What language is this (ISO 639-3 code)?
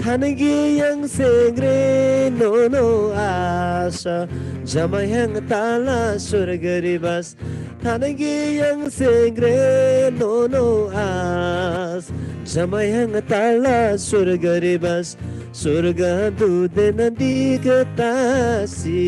taj